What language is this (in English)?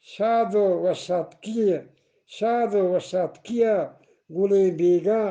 Eastern Balochi